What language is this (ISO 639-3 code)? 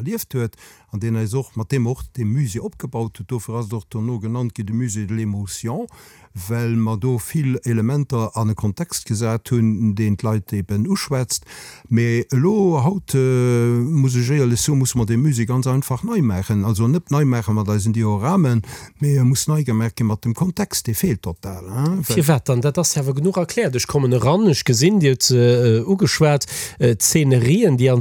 ltz